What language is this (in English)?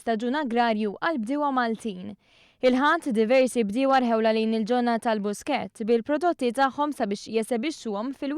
Maltese